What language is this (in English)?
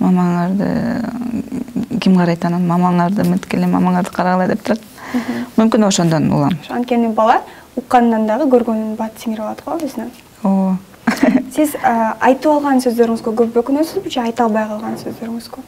Kyrgyz